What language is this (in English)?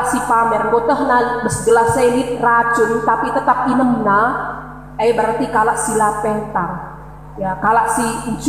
Batak Karo